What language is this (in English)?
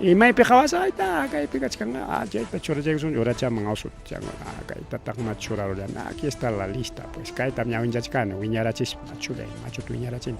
Ayacucho Quechua